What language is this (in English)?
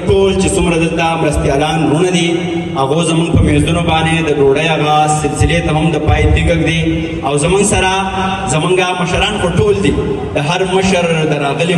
Pashto